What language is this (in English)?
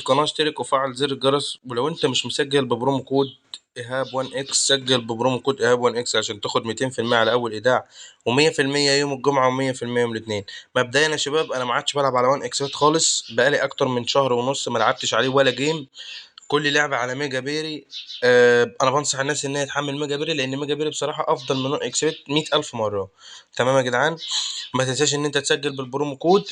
Egyptian Arabic